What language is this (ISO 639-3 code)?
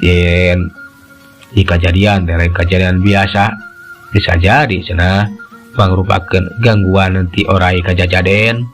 sun